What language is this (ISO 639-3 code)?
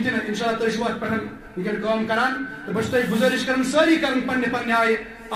kas